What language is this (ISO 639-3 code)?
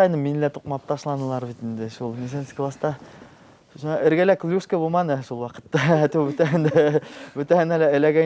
bak